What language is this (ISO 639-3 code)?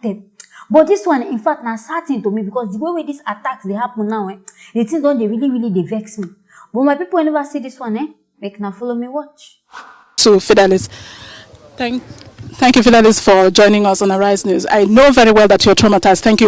pcm